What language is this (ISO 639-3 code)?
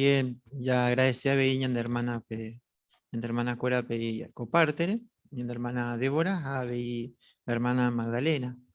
grn